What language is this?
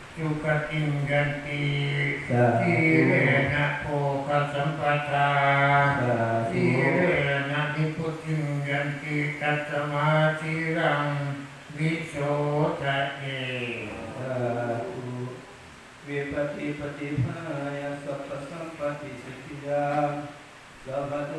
Pali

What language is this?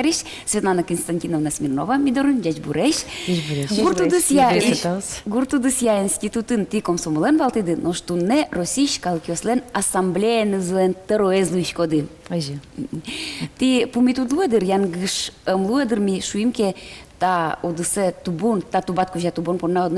Udmurt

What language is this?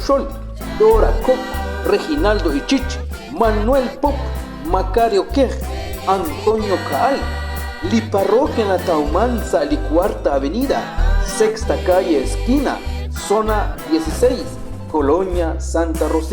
Kekchí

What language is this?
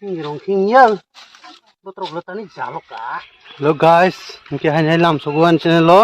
Kok Borok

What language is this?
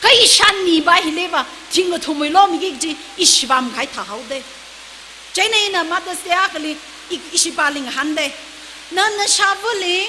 Tangkhul Naga (India)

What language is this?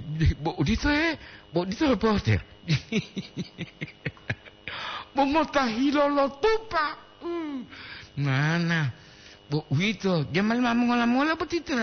Gorontalo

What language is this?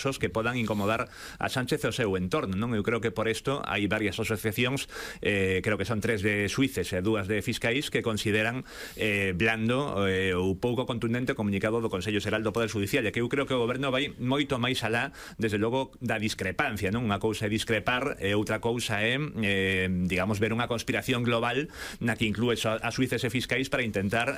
Galician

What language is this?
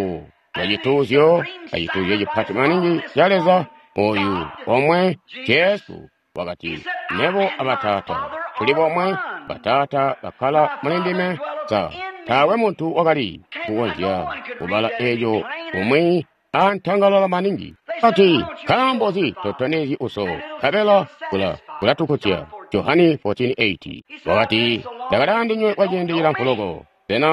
Tonga (Zambia)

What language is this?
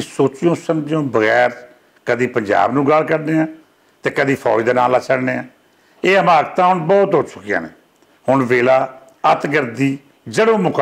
Western Panjabi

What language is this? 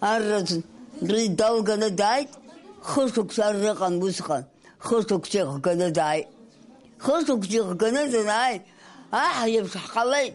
Abkhazian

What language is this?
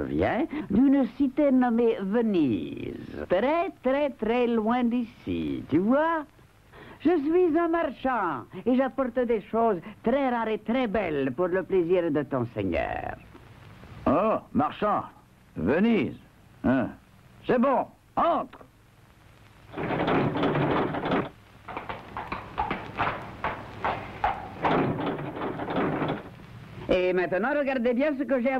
French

